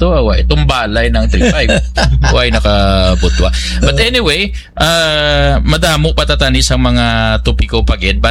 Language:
Hiligaynon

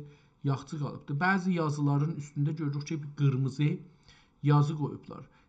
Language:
South Azerbaijani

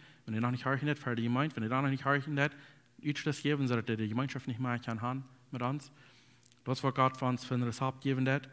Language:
Plautdietsch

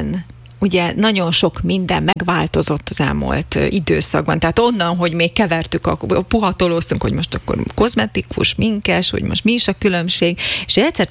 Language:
Hungarian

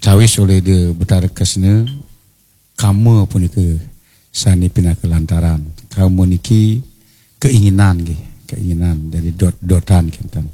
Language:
Balinese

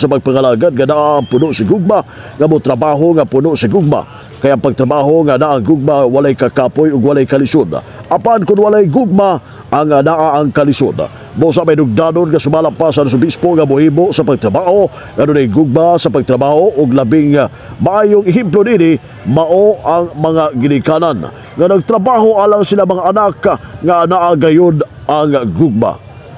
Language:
Cebuano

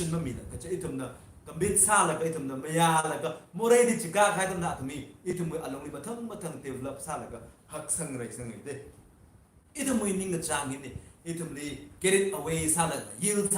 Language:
Tangkhul Naga (India)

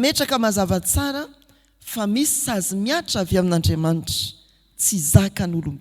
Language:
Malagasy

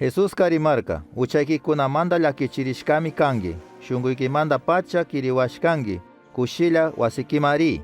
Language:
Chimborazo Highland Quichua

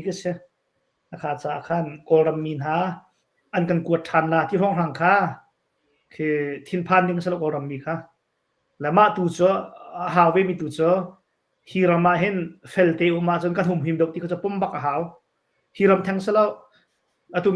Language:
Hakha Chin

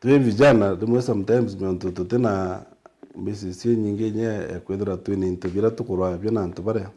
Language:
Meru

